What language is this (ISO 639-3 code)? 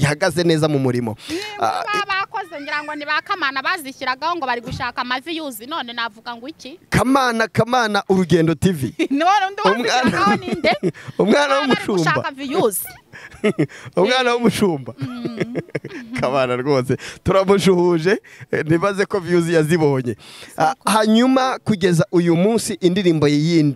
kin